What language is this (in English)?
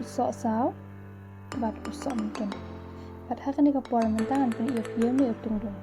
Khasi